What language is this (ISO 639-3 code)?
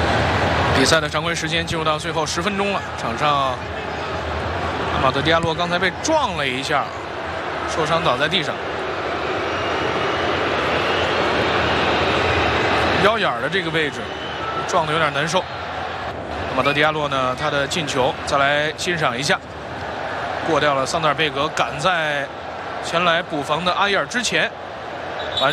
zho